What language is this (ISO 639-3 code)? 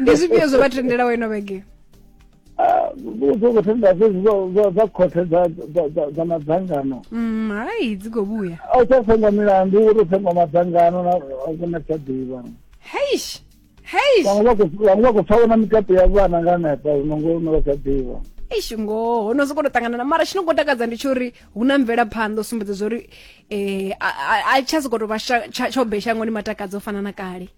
ven